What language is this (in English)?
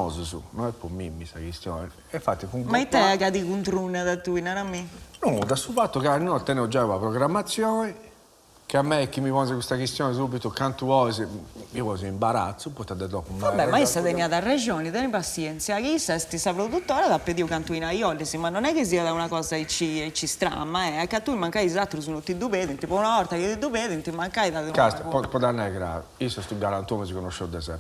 Sardinian